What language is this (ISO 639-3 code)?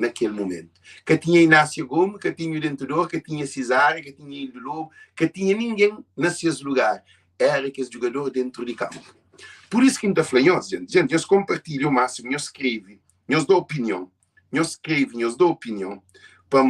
kea